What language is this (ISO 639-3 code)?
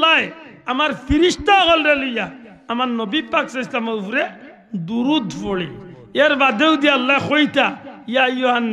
syl